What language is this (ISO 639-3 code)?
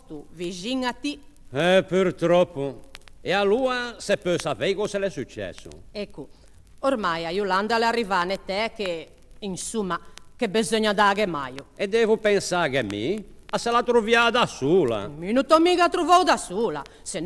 lij